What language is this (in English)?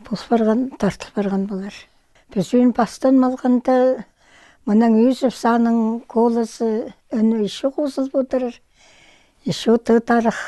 Khakas